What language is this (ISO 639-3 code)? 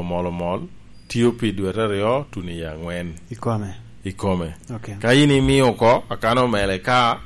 laj